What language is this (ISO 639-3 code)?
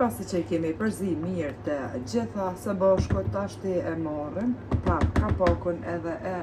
sqi